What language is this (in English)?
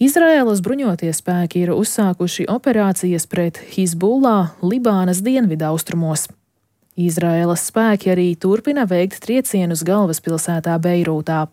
Latvian